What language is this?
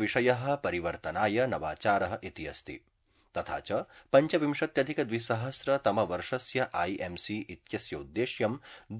Sanskrit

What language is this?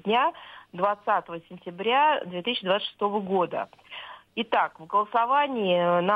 Russian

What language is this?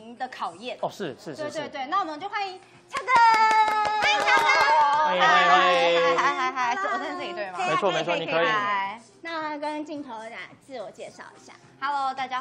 Chinese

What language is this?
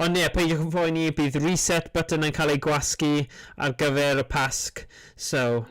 Welsh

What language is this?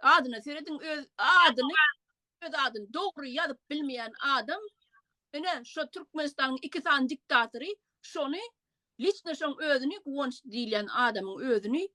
Turkmen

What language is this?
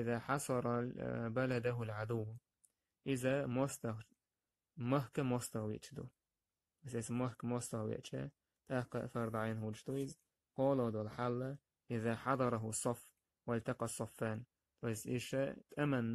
Chechen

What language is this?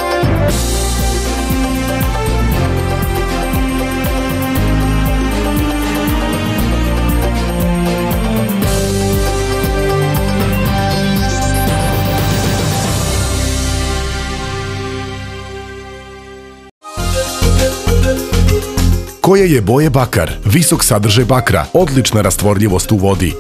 Serbian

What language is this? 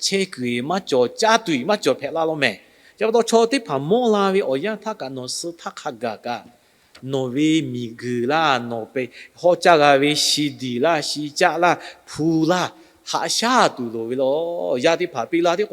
Lahu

